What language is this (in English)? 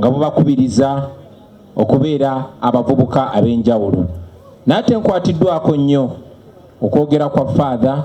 Ganda